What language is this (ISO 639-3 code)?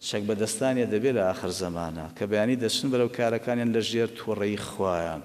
ckb